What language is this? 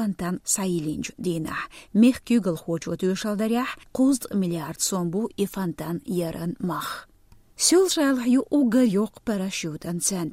Chechen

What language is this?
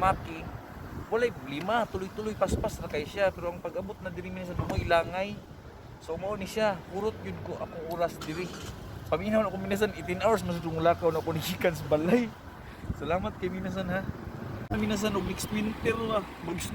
Cebuano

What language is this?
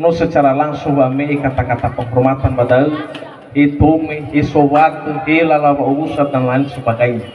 Nias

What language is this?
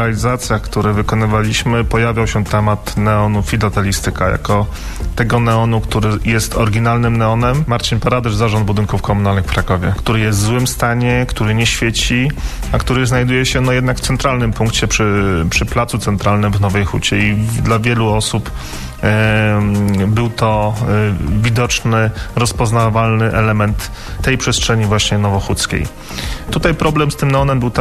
Polish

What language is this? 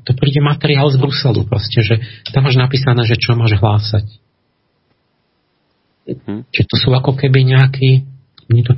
Slovak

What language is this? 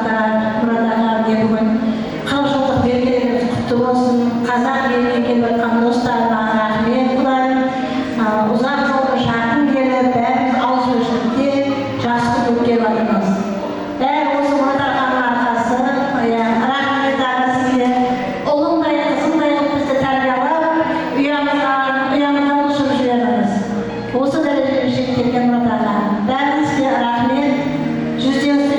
Kara-Kalpak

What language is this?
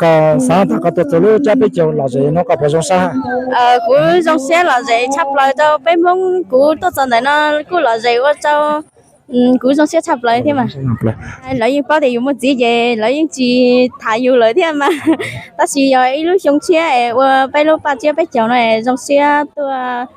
Hmong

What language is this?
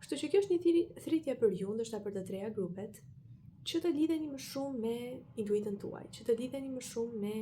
Albanian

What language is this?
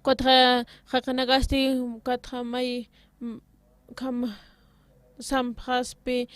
Aymara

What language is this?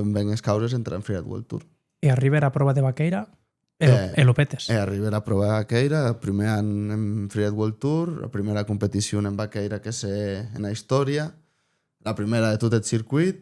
Occitan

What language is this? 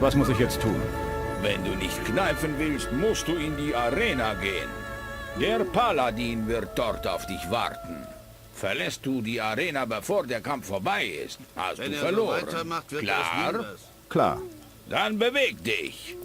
Bavarian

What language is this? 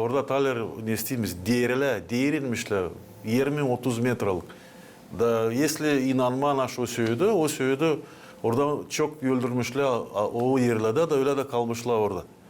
Gagauz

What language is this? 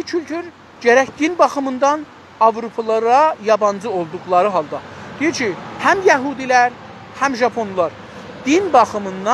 South Azerbaijani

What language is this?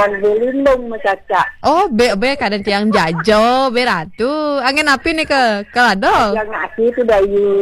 Balinese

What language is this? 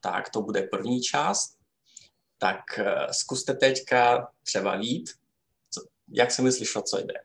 Rusyn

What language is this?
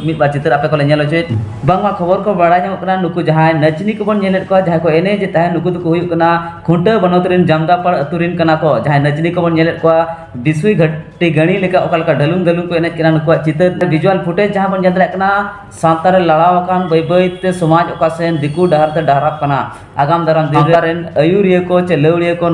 Santali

